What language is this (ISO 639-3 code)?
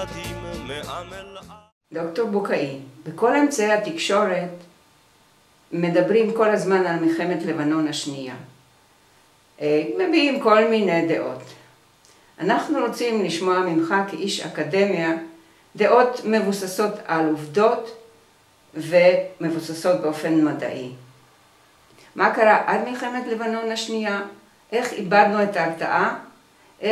heb